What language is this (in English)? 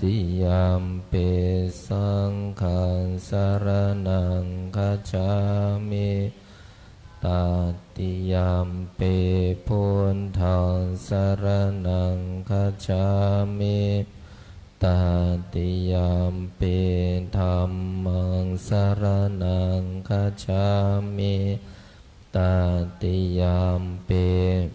Pali